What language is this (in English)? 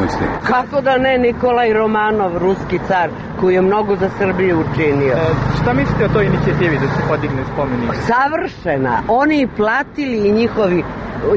Serbian